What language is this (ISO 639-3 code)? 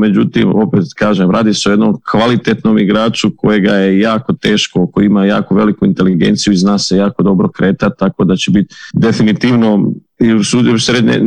hrv